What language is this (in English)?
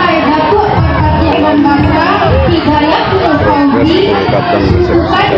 Minangkabau